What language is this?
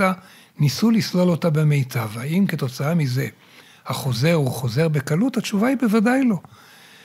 Hebrew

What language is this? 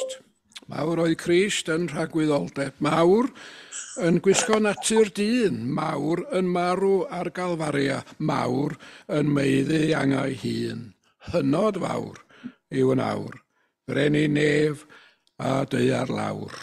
Welsh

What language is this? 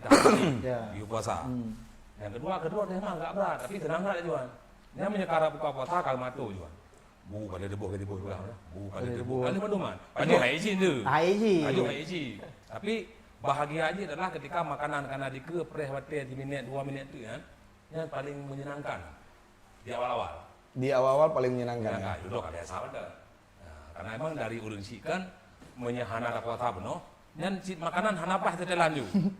Achinese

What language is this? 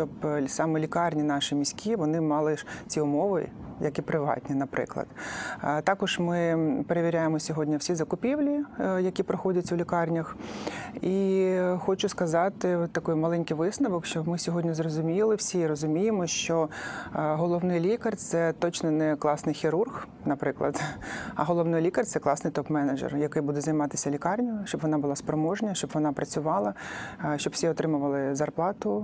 Ukrainian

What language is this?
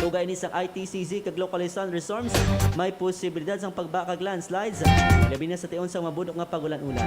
Hiligaynon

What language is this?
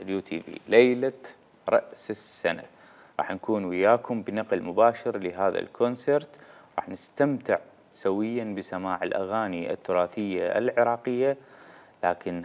Mesopotamian Arabic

